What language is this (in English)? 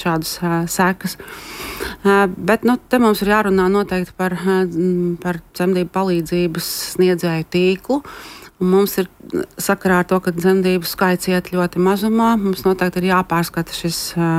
Latvian